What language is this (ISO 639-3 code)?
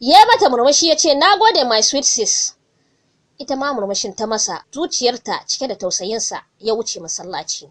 hau